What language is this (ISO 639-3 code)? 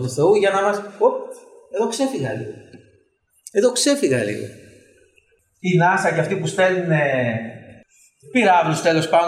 ell